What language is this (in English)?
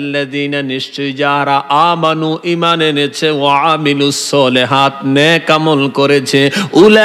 Bangla